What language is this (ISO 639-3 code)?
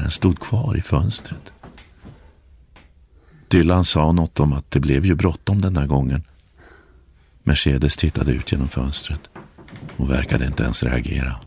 swe